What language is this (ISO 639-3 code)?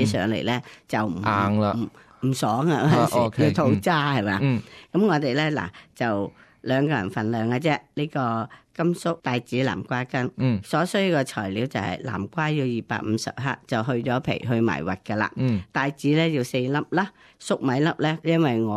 yue